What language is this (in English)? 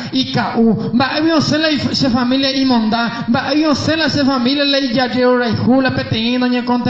Guarani